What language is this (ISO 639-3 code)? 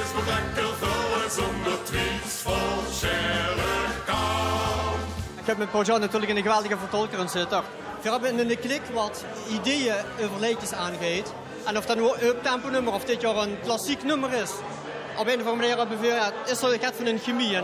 lim